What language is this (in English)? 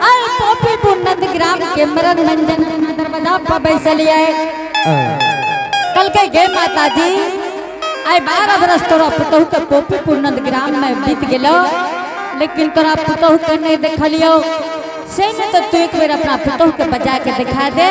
Angika